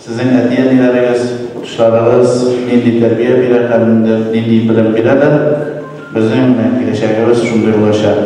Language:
Tatar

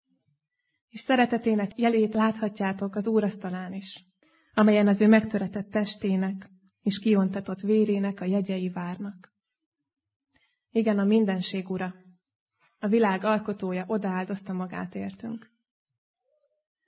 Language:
Hungarian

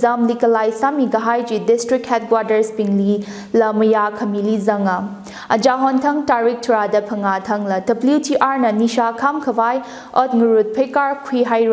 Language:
Tangkhul Naga (India)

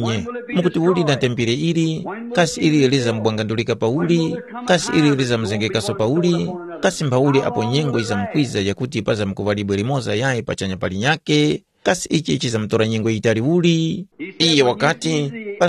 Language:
Tumbuka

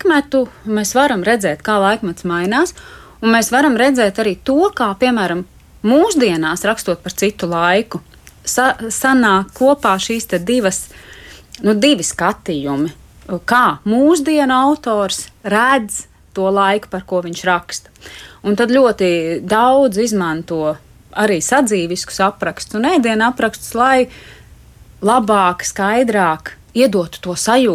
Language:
Latvian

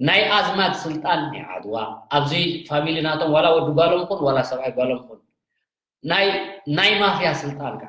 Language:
Tigrinya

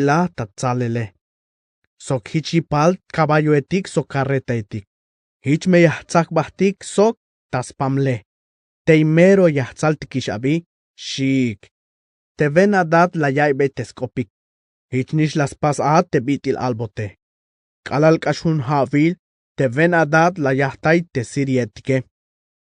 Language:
Tzeltal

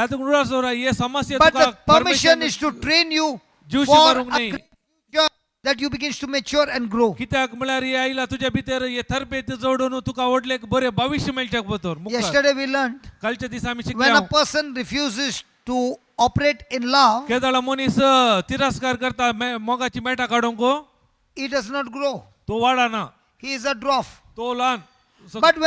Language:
Konkani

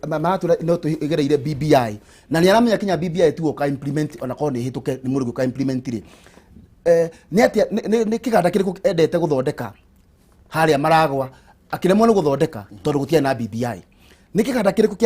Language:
Kikuyu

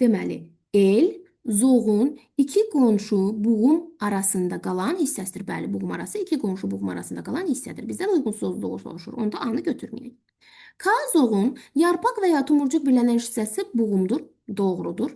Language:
Azerbaijani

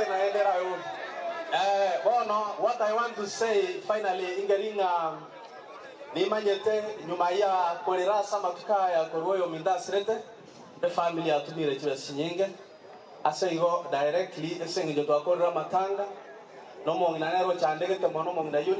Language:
Gusii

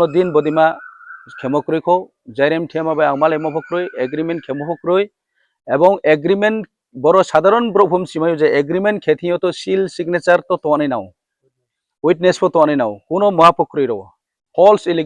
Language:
Riang (India)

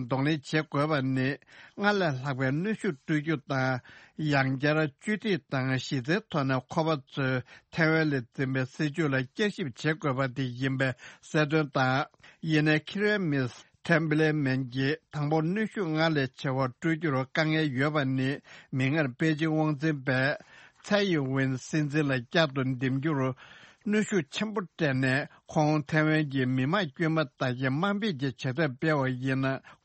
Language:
Tibetan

